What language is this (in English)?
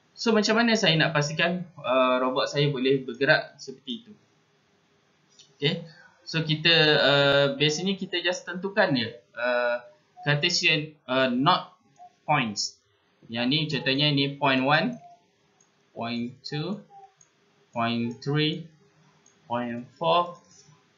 Malay